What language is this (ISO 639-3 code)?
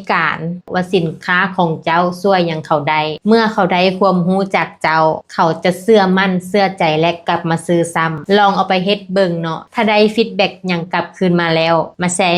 lao